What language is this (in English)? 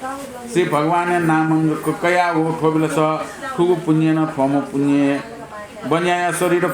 Newari